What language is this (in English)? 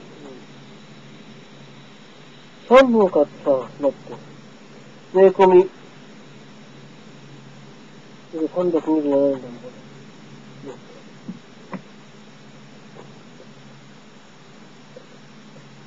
Japanese